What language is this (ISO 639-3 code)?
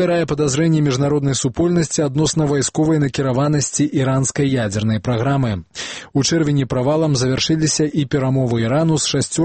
bel